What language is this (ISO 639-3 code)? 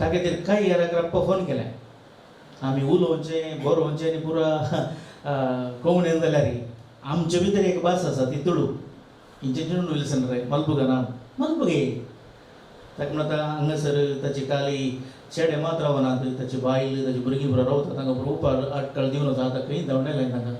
kok